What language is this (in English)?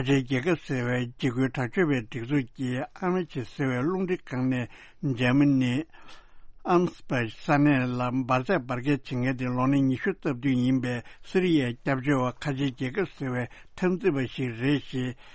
Tibetan